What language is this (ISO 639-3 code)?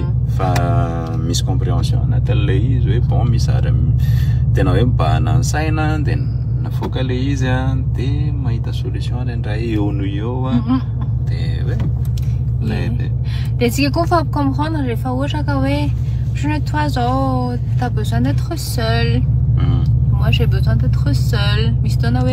mlg